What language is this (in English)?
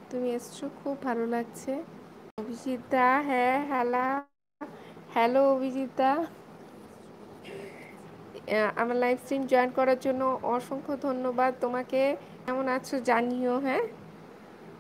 Bangla